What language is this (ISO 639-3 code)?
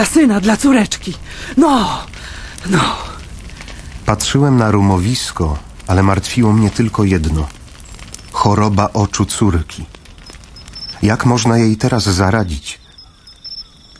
pol